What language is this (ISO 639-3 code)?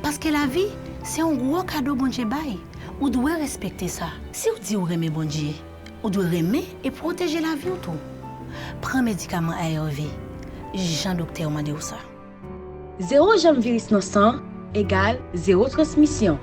hat